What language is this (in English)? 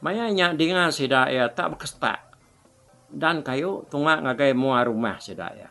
Iban